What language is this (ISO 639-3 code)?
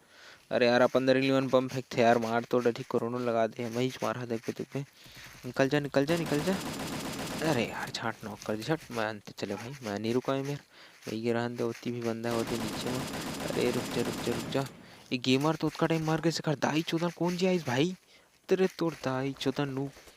hne